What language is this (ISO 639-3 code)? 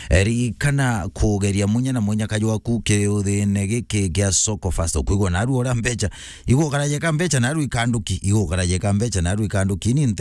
mer